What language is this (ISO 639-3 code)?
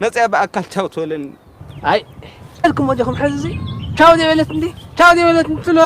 tir